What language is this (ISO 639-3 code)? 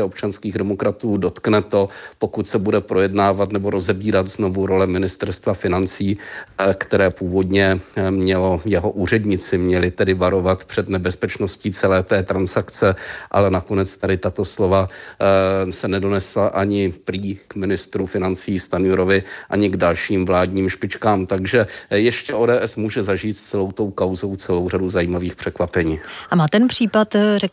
ces